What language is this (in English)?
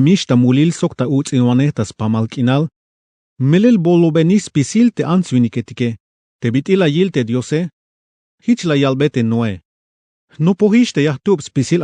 Tzeltal